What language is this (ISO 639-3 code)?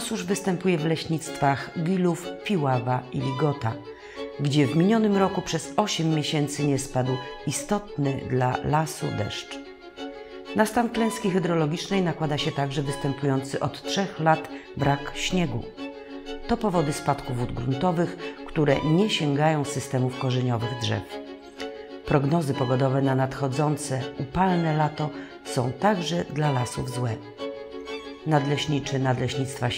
pol